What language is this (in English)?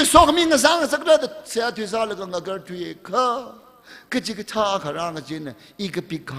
Tangkhul Naga (India)